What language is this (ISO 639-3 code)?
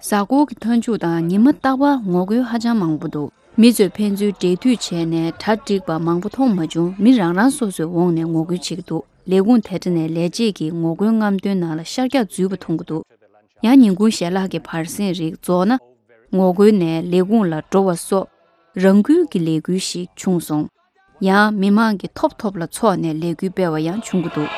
bod